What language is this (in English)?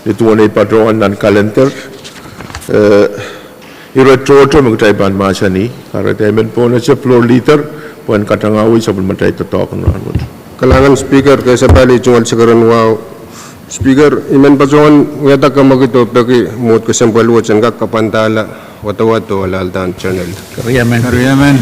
Pohnpeian